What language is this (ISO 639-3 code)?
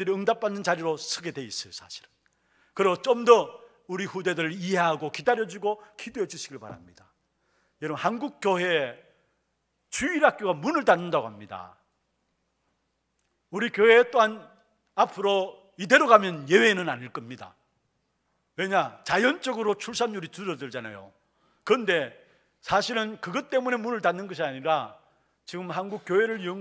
kor